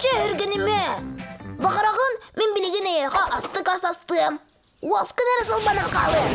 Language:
Yakut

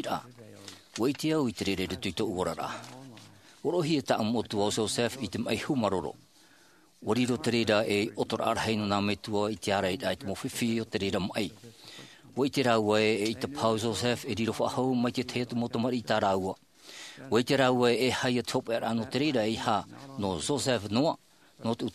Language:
Tahitian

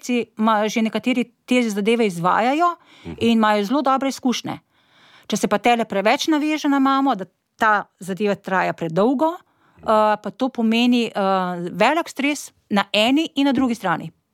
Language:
Slovenian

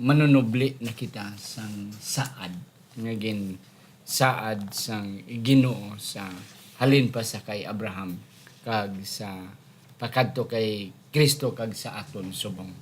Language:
Hiligaynon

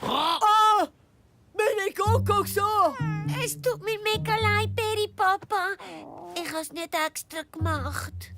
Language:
Swiss German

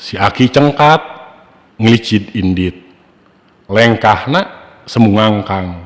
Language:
Sundanese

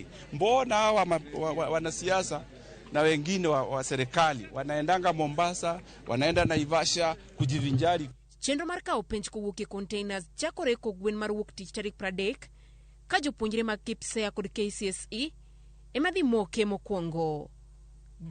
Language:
Luo (Kenya and Tanzania)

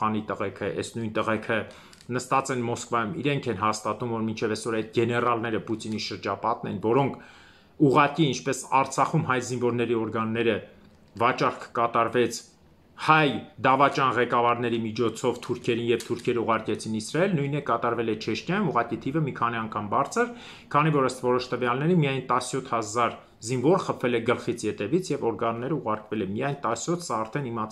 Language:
Armenian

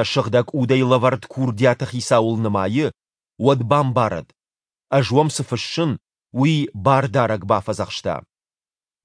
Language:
Ossetic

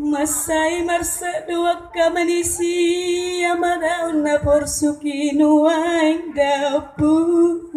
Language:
Batak Toba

